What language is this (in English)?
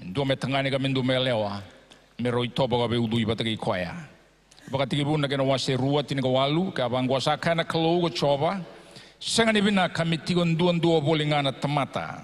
Fijian